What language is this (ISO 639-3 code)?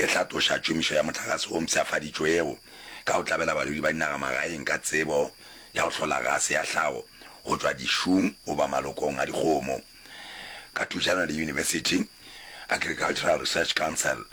nso